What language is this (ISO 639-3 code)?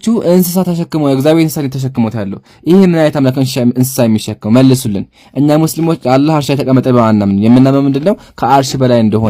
amh